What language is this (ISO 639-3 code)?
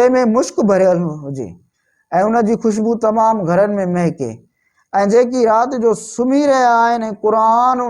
snd